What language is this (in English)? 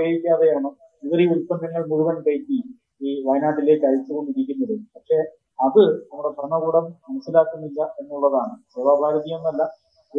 Malayalam